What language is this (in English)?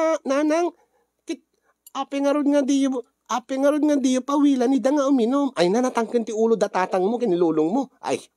Iloko